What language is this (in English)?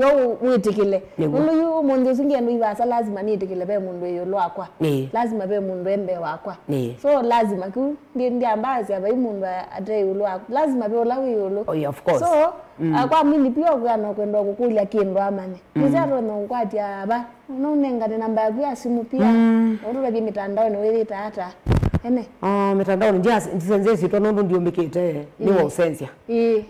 Kamba